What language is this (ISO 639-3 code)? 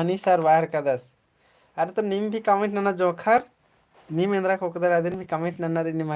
kru